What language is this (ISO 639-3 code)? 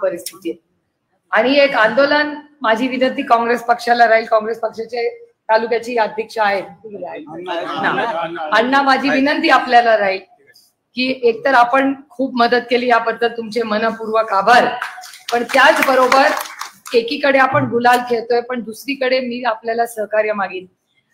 mar